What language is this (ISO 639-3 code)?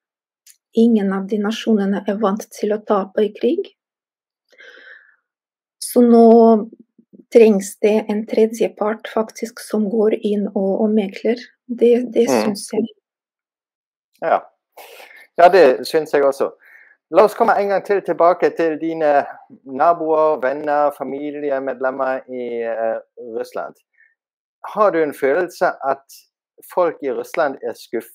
nor